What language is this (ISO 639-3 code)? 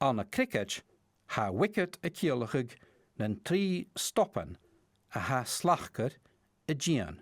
gla